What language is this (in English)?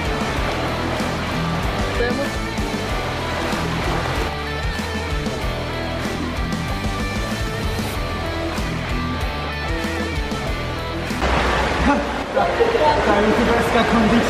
Slovak